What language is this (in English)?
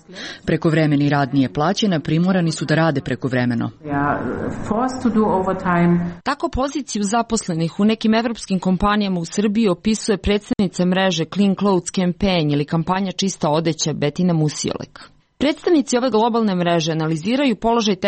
Serbian